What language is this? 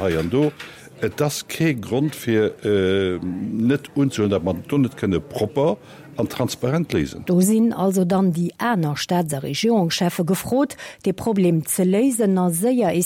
Luxembourgish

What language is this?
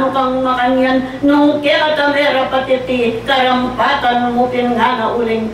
Pampanga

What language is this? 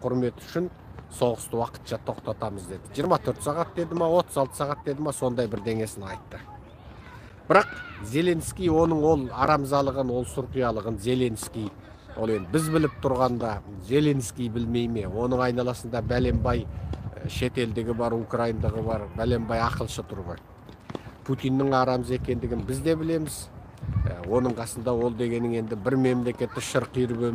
Kazakh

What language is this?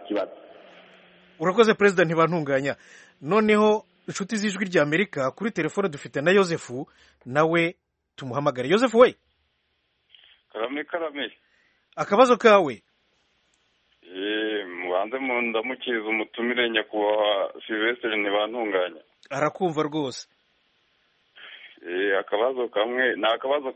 Kinyarwanda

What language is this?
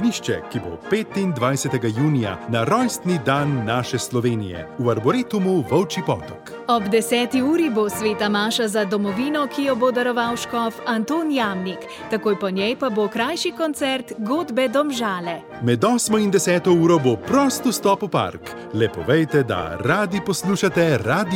Slovenian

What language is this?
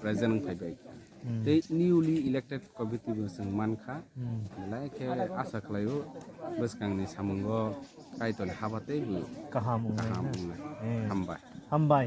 Kok Borok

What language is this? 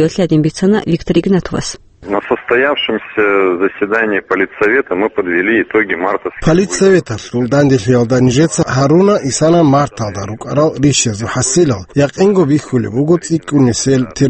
Avaric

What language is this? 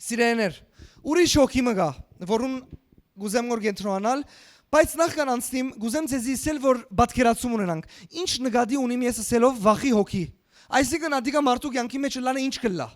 Western Armenian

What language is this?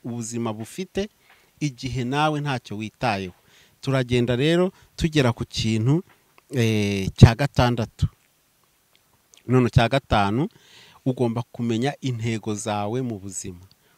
Kinyarwanda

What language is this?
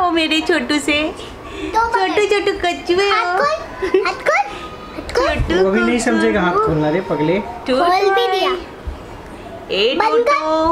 Hindi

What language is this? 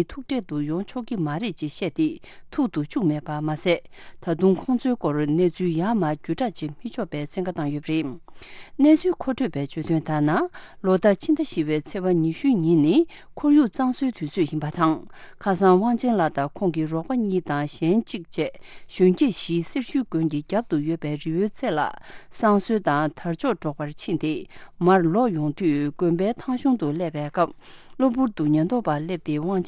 Tibetan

